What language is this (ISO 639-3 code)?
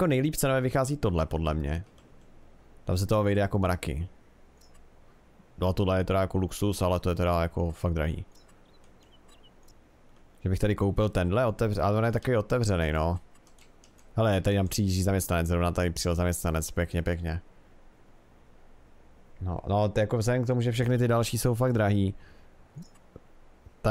ces